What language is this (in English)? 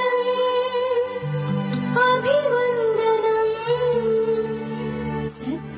Telugu